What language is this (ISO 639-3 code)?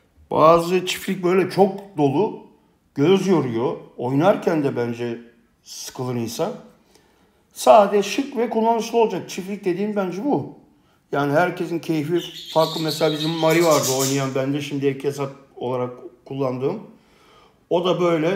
tur